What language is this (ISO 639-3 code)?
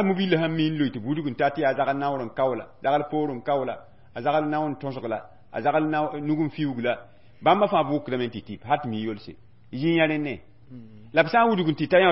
mos